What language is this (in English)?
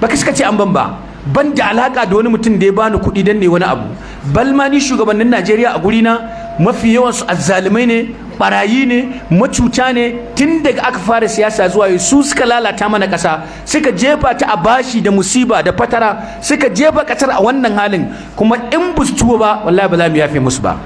Hausa